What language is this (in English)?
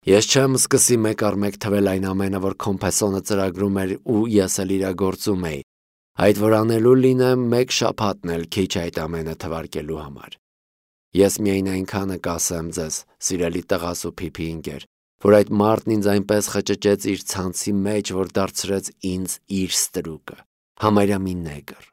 Armenian